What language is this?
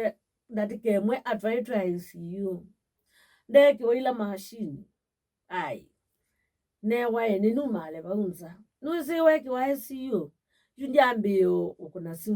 Kamba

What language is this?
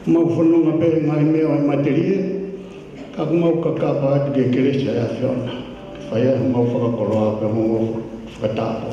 Tongan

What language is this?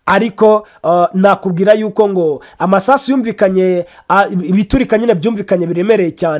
Kinyarwanda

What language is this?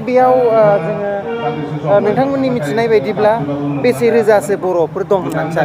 Bodo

